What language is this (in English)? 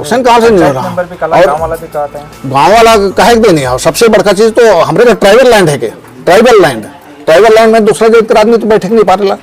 Sadri